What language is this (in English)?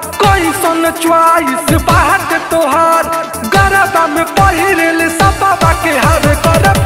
Bhojpuri